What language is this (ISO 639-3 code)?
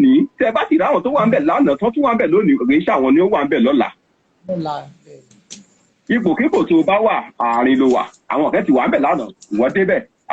yor